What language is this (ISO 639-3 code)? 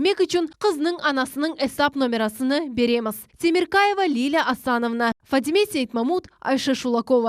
crh